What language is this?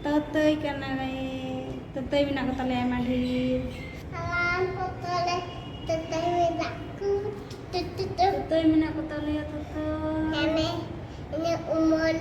Santali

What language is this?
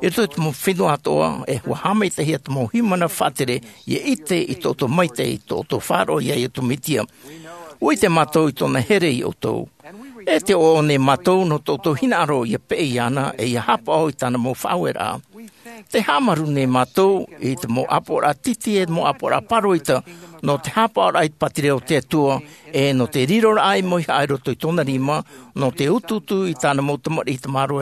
Tahitian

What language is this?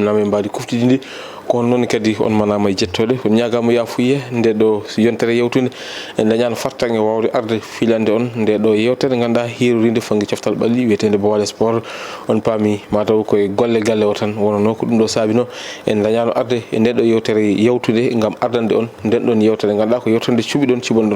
Fula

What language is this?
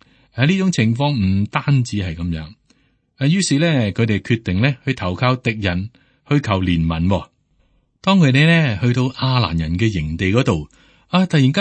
Cantonese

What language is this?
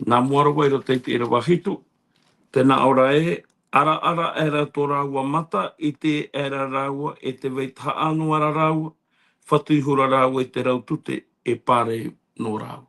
Tahitian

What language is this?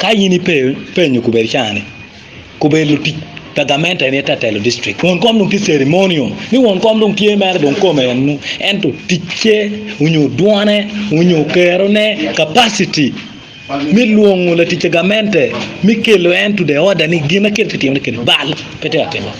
Acoli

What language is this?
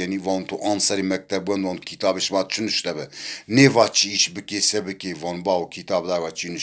Zaza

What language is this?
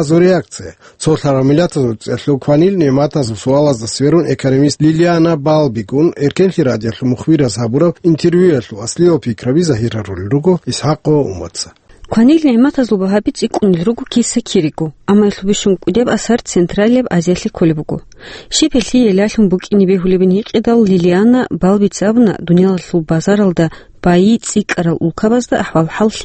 Avaric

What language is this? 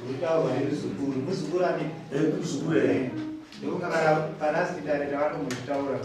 Shona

